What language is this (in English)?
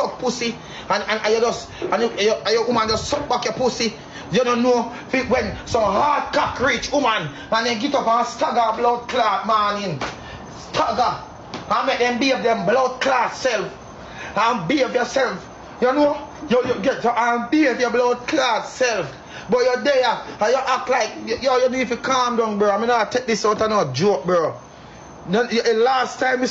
Jamaican Creole English